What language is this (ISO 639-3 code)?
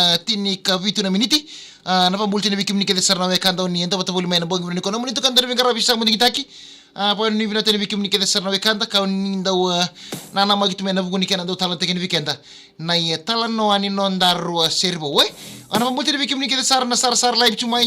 fij